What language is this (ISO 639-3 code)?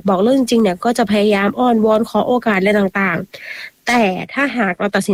tha